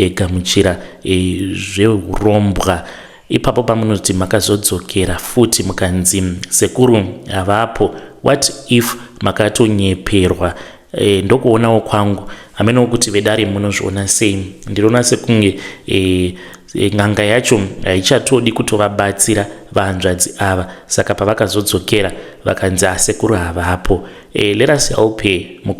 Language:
Shona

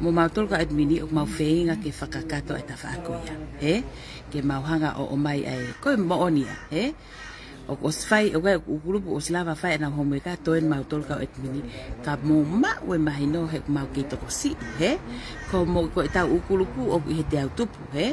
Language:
Tongan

